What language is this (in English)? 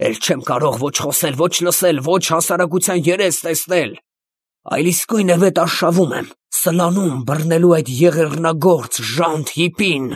Armenian